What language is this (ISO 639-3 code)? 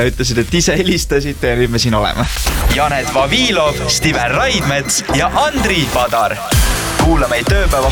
est